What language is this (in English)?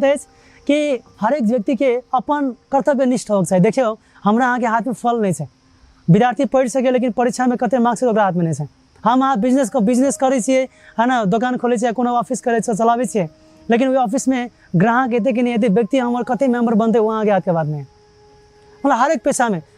Maithili